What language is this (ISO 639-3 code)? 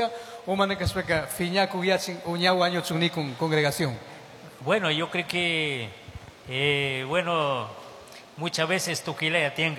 qug